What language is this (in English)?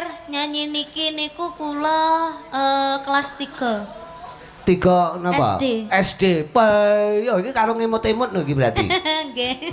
Javanese